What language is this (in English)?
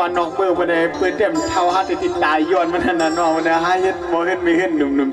Shan